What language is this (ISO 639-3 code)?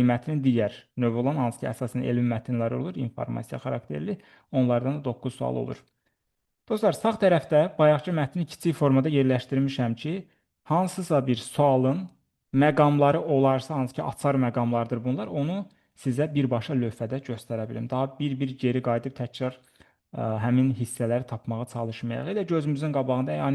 aze